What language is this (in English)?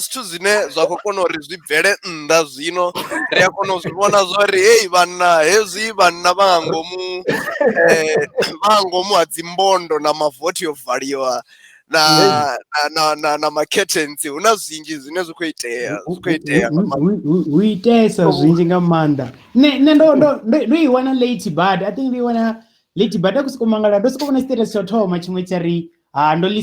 Venda